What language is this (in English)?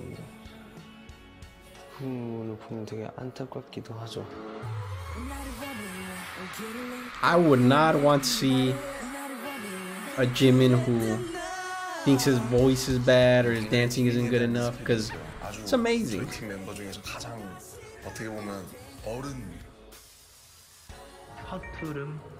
Korean